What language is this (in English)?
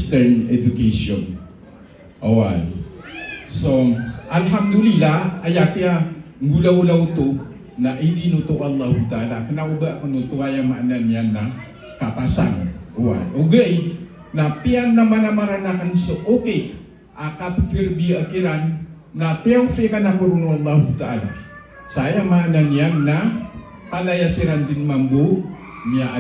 Maranao